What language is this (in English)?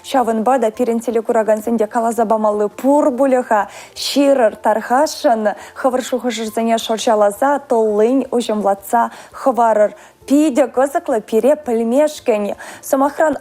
Chuvash